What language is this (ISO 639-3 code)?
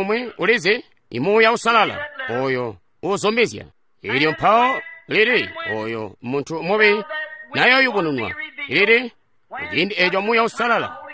toi